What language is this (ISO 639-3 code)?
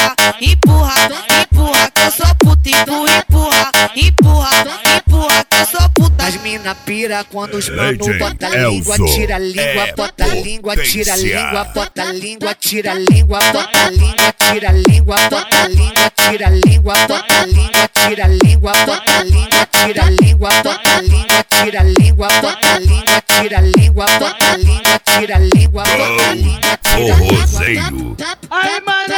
por